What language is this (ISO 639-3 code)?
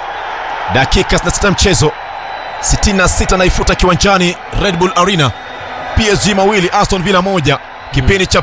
swa